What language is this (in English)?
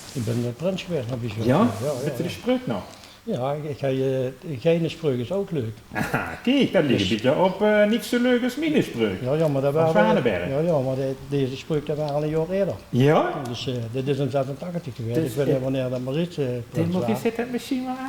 Limburgish